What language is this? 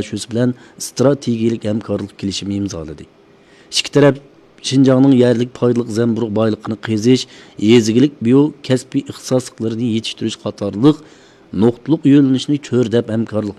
Uyghur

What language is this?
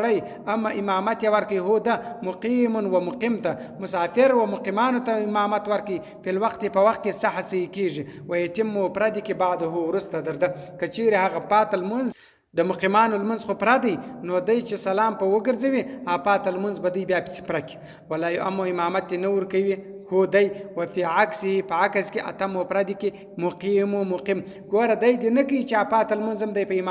Pashto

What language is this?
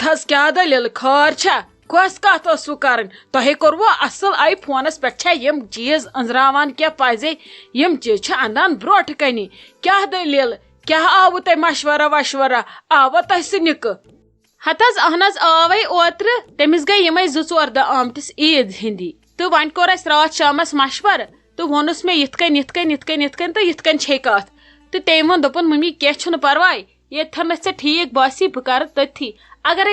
Kashmiri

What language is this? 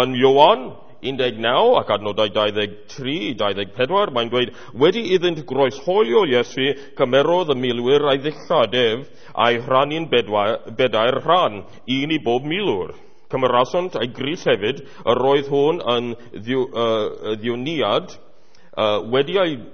Welsh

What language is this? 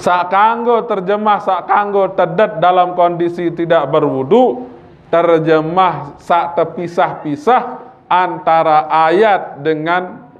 Sasak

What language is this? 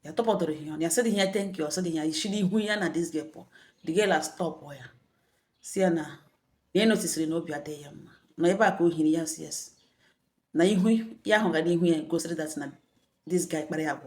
Igbo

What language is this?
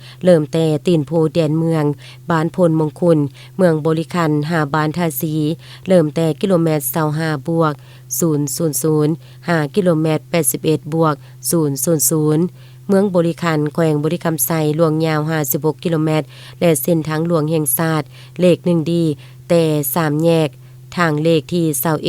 Lao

